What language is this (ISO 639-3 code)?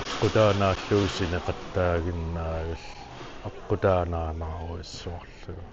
kal